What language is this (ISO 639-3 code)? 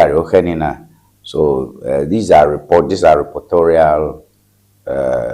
ewe